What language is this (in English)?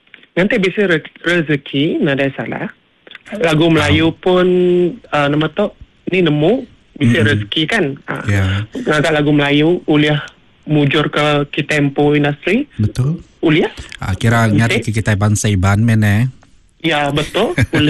Iban